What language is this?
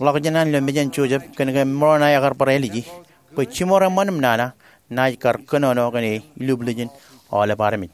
Marshallese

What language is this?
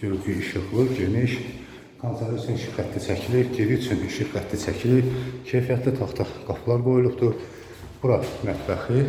Azerbaijani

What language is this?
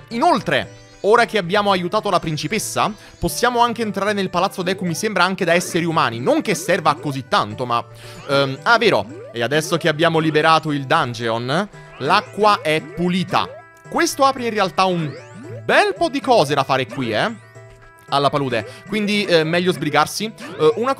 Italian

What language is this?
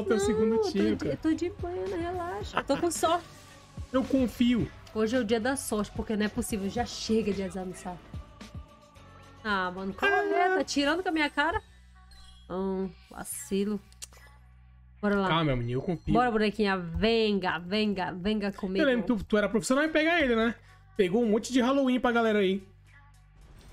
Portuguese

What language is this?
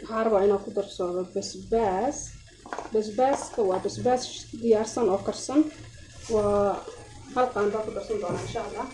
Somali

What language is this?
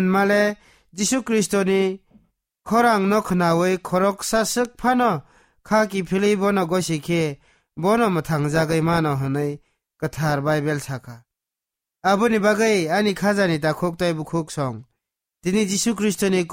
Kok Borok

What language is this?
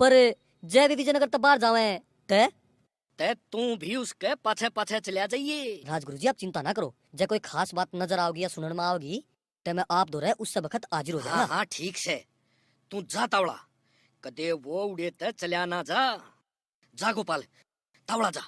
Haryanvi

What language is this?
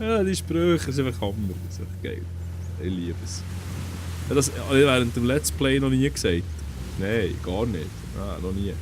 Swiss German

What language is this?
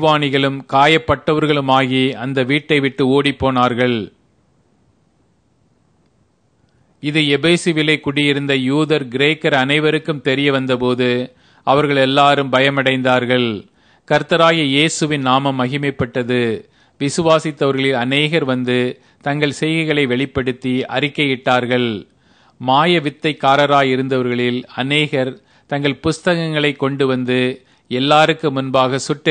Tamil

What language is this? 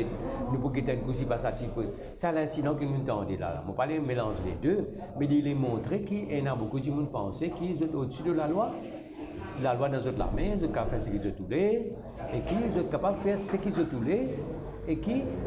Morisyen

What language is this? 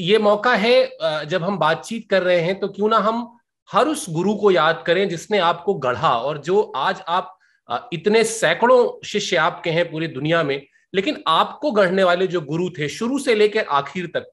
Hindi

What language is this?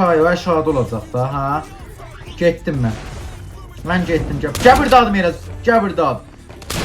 South Azerbaijani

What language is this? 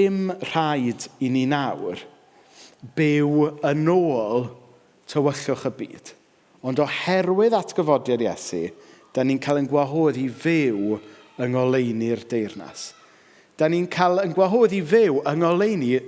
Welsh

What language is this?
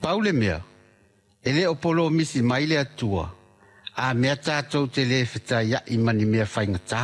Samoan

